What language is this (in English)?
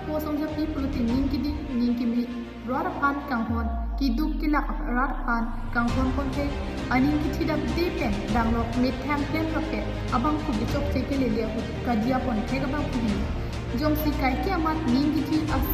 Karbi